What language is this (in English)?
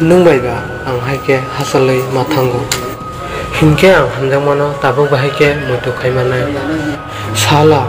Kok Borok